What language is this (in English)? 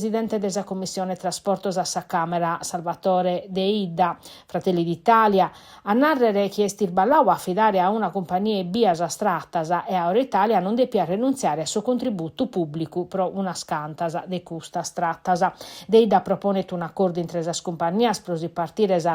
Sardinian